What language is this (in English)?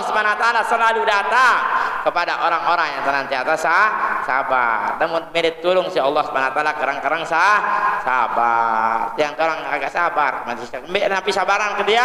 Sasak